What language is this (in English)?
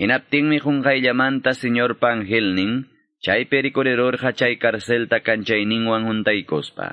Quechua